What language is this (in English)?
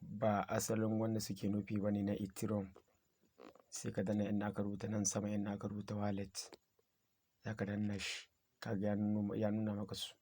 Hausa